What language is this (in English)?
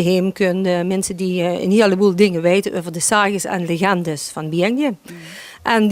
Limburgish